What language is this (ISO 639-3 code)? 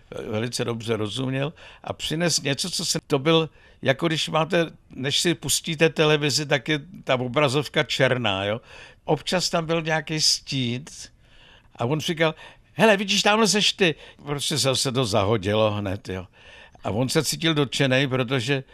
ces